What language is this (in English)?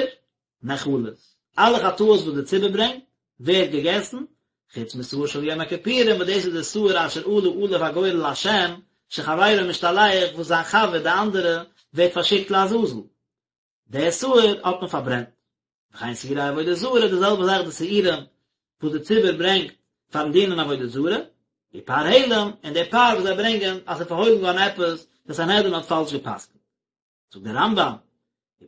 Yiddish